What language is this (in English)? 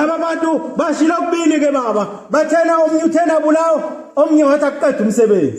Zulu